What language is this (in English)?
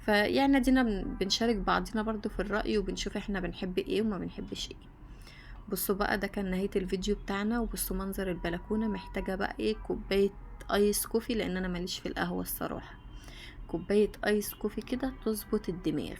Egyptian Arabic